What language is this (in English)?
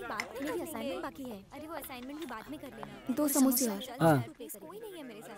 Hindi